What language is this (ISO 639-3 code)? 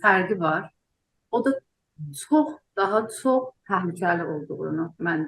azb